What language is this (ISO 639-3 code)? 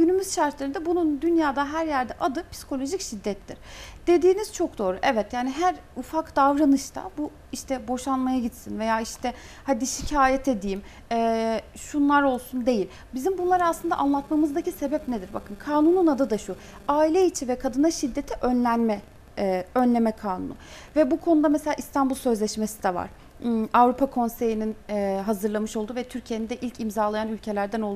tur